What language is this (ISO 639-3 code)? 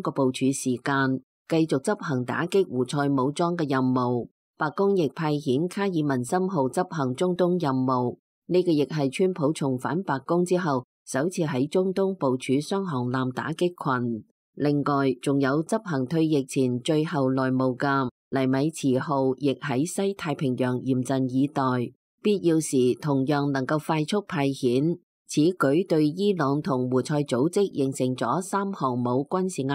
yue